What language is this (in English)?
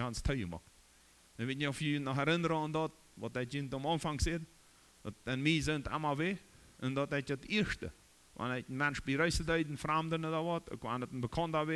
Plautdietsch